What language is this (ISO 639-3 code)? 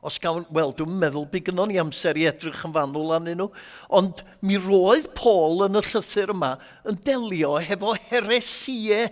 cym